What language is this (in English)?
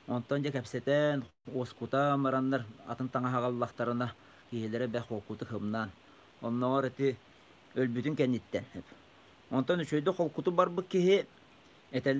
Yakut